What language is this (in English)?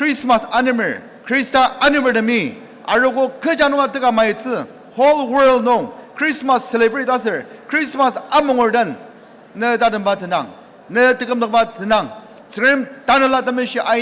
Ao Naga